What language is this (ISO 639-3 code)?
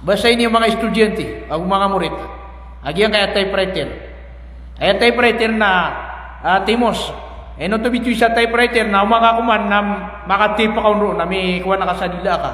mrw